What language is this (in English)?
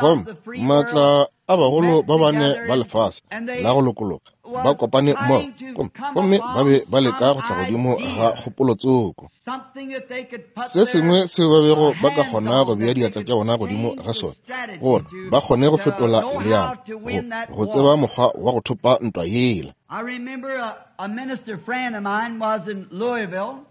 Northern Sotho